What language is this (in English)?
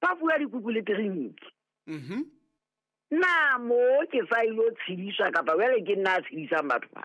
Southern Sotho